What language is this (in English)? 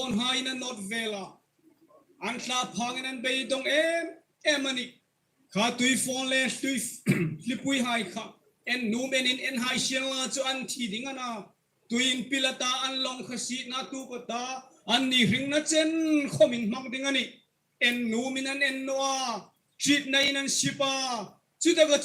Hmar